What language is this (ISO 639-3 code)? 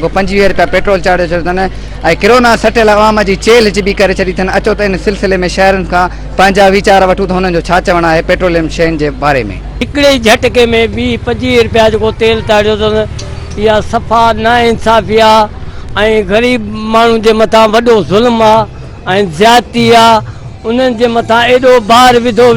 snd